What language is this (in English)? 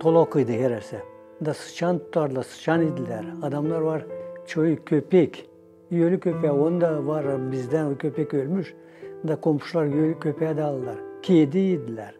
Gagauz